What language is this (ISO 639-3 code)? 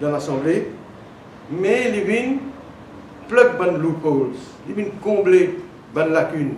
mfe